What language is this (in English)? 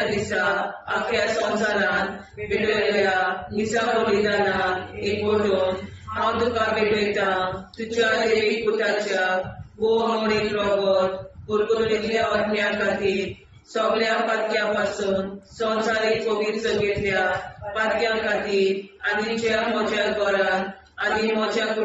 Konkani